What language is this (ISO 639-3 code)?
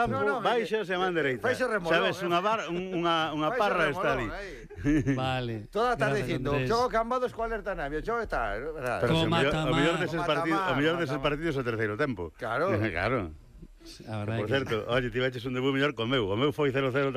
glg